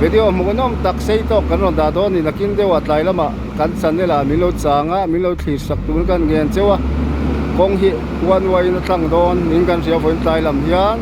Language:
Mizo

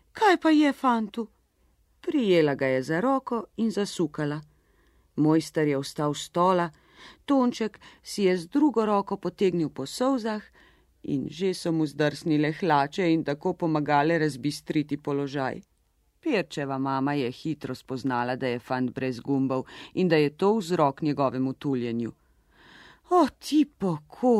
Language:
Slovenian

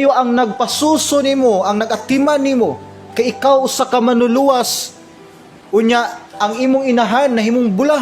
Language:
Cebuano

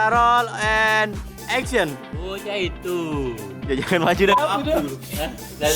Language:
Musi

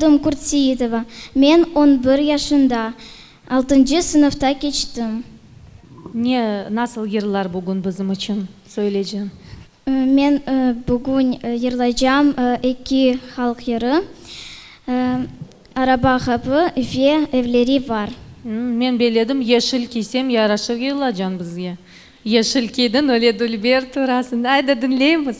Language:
Crimean Tatar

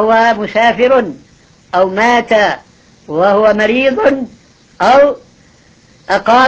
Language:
Arabic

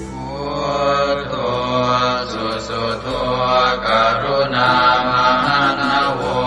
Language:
Pali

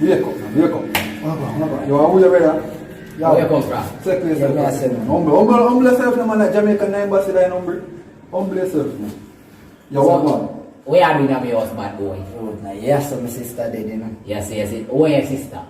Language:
Jamaican Creole English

